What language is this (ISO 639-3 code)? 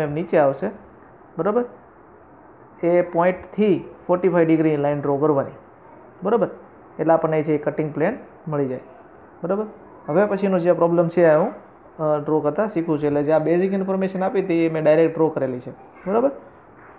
guj